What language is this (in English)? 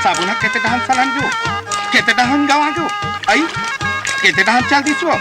Chhattisgarhi